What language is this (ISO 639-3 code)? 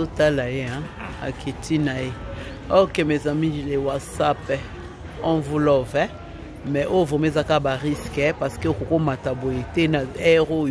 lin